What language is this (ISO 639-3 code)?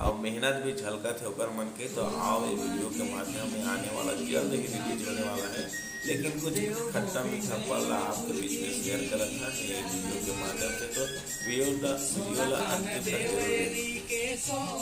hne